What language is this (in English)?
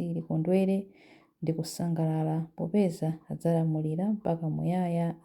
Nyanja